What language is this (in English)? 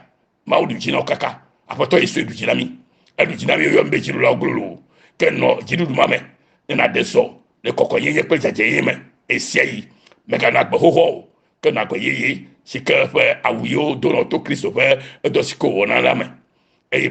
Ewe